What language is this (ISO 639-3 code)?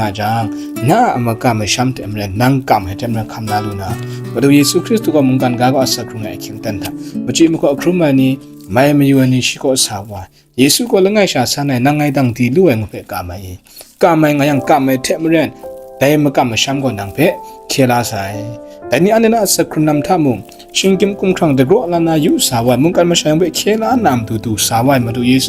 kac